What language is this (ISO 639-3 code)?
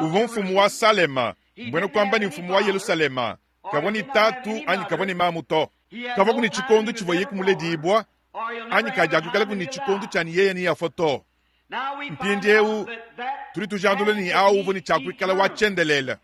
lua